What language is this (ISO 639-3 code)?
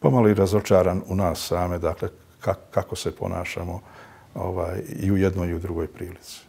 bos